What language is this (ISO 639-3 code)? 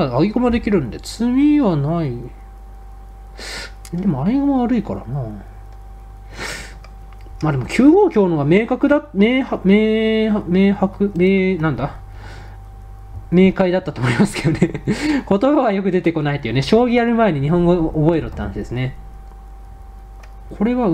jpn